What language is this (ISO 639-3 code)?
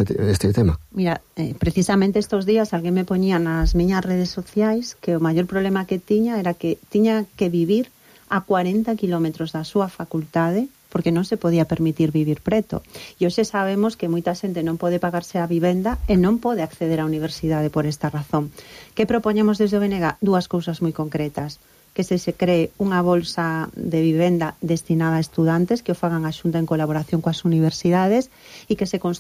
glg